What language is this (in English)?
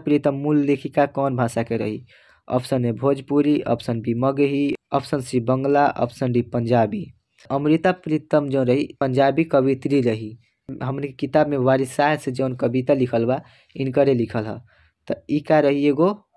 Bhojpuri